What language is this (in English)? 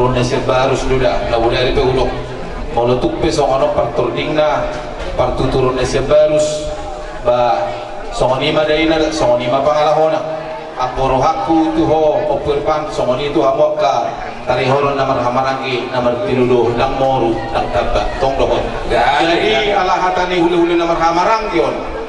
Batak Toba